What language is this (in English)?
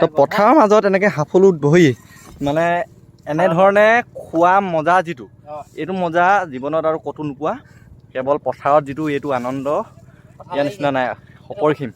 Assamese